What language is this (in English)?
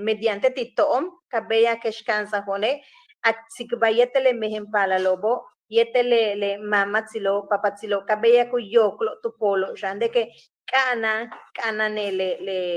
Yucateco